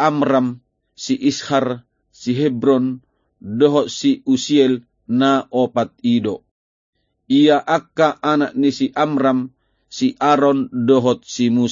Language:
Batak Toba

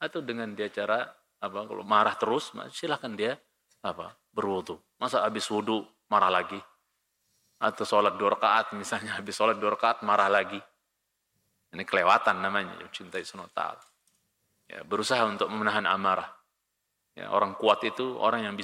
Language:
Indonesian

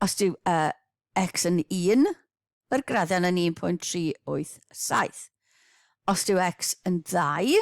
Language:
Welsh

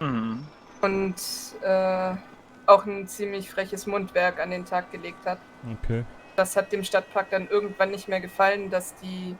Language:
Swiss German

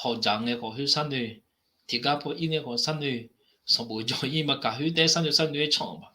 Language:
Akha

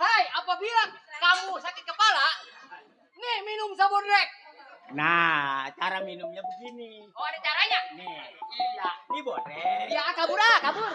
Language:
Betawi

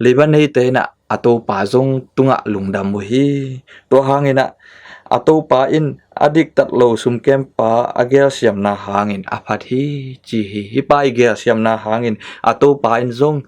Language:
Tedim Chin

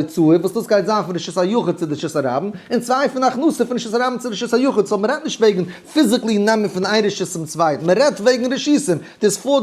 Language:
Yiddish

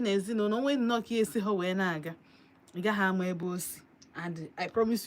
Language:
Igbo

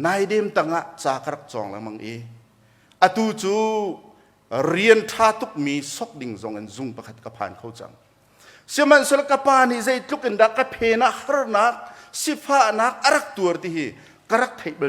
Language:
Hakha Chin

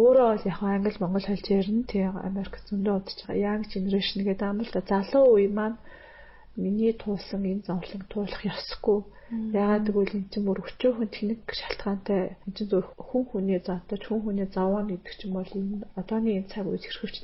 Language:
Mongolian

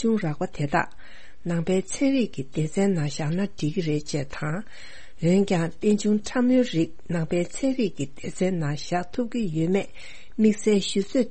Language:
Tibetan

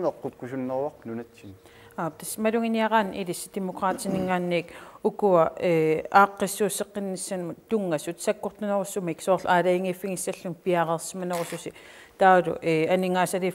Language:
Kalaallisut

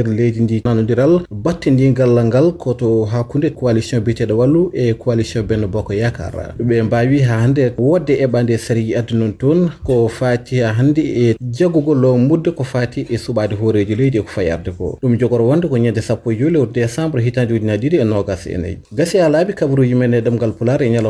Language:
Fula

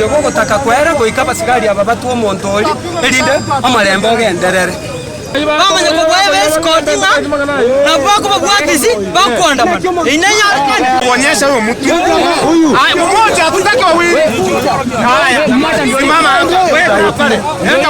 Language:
Gusii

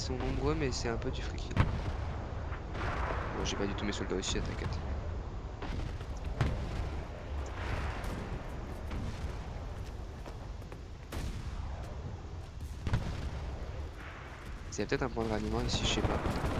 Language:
French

